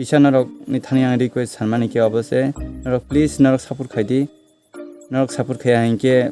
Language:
Kok Borok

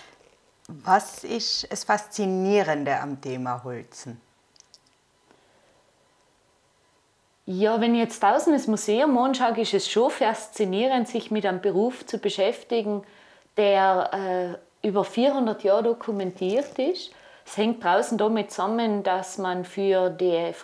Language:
German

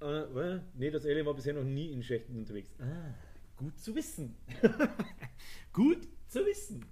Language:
Bavarian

